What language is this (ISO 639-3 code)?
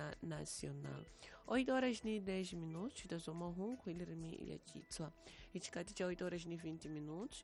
tso